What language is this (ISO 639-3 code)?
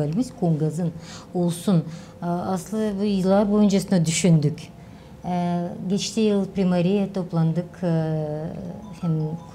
gag